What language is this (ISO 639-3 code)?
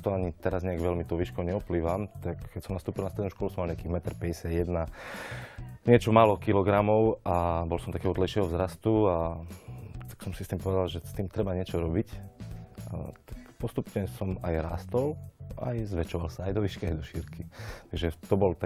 slk